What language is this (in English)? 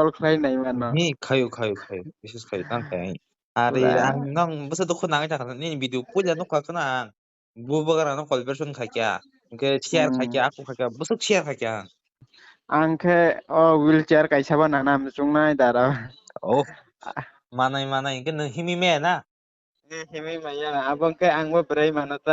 Kok Borok